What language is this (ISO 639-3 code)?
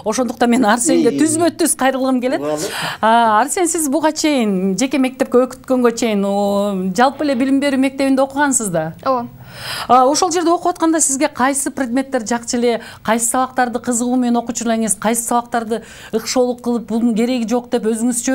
kir